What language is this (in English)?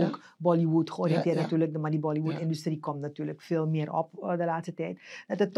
Dutch